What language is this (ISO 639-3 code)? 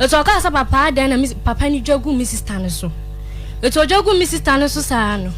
aka